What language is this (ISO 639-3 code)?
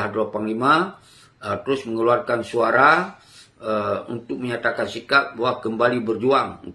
ace